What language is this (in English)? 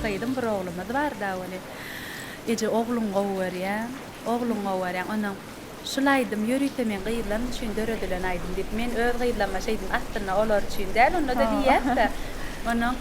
Turkmen